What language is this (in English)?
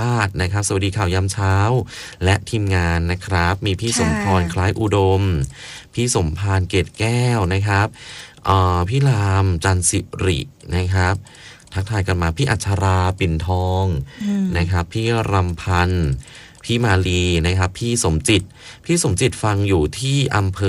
Thai